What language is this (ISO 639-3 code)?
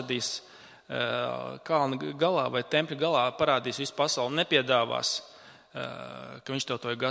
lav